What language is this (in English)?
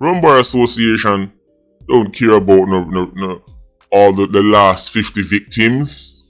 Jamaican Creole English